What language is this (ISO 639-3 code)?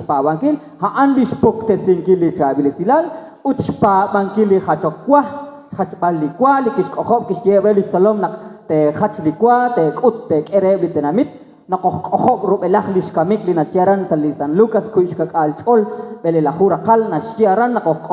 kek